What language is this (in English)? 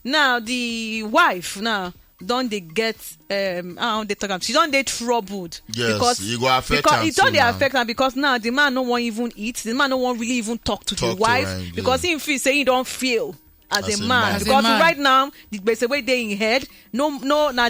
Nigerian Pidgin